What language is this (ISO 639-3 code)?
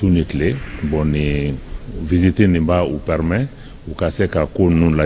bam